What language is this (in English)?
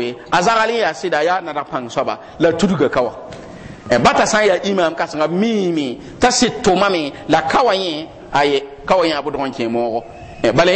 Mossi